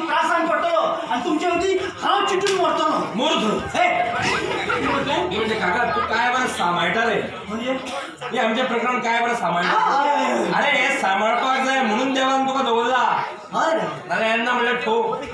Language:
Konkani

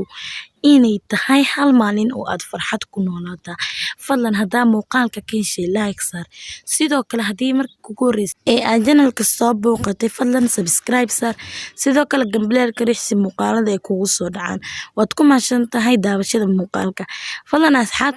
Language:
Somali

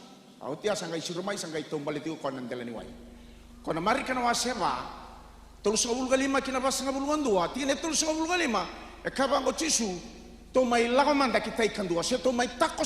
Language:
Fijian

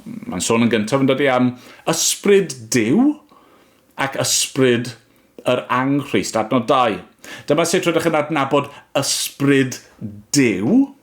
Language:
Welsh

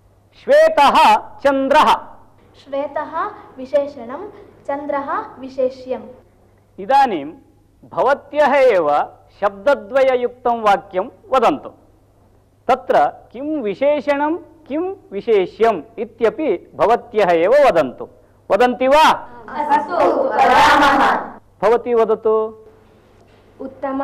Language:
Sanskrit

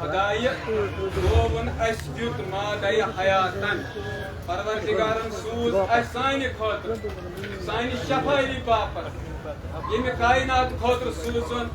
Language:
Kashmiri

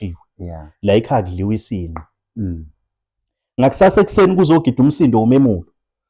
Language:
Zulu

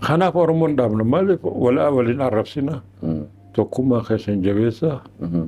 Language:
Oromo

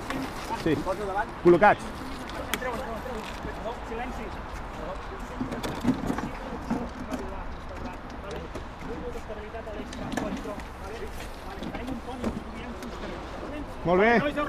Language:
Catalan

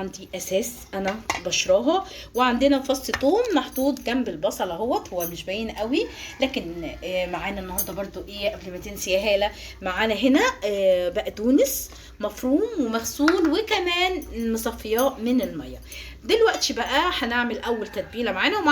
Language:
Egyptian Arabic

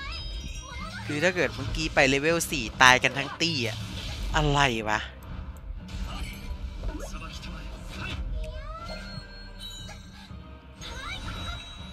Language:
Thai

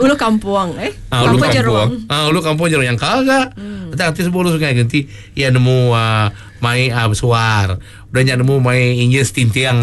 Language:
Iban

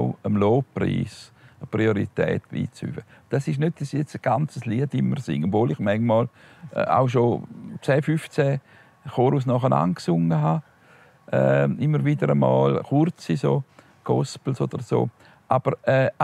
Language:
Swiss German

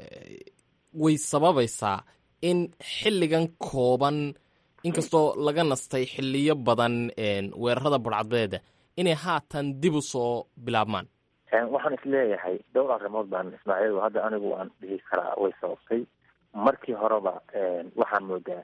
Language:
Somali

